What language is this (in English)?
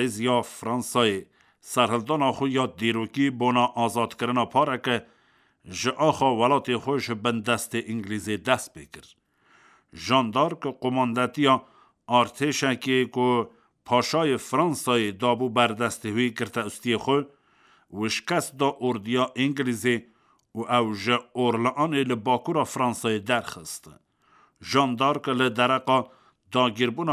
Kurdish